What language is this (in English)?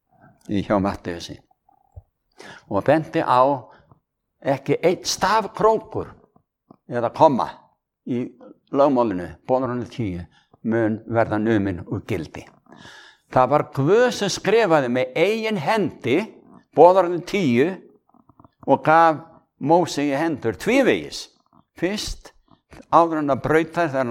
Icelandic